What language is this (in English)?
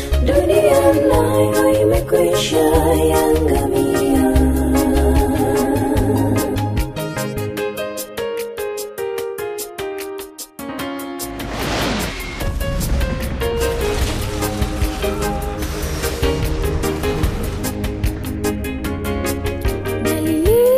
Swahili